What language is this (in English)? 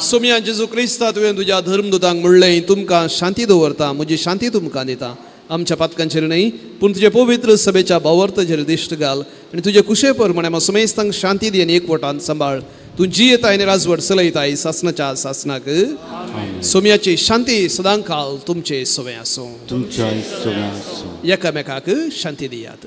Konkani